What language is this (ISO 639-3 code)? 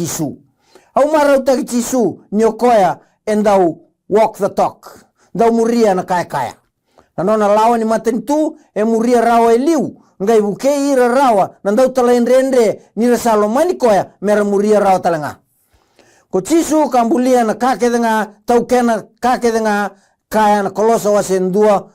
fij